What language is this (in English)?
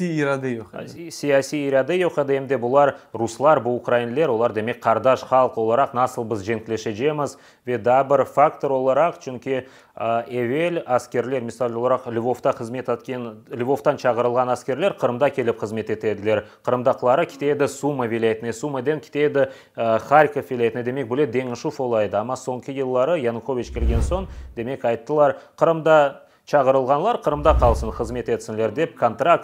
Crimean Tatar